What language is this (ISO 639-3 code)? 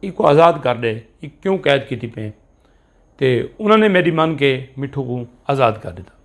skr